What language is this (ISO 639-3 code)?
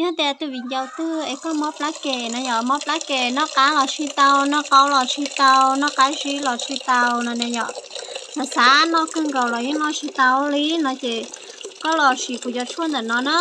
hmn